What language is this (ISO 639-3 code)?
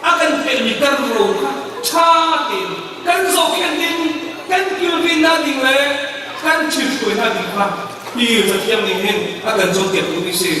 cnh